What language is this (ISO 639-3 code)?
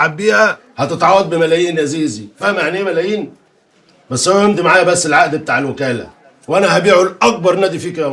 arz